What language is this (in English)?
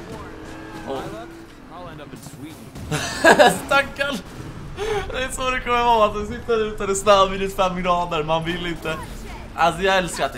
Swedish